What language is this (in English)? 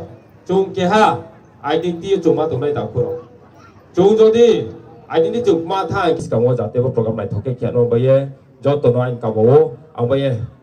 Riang (India)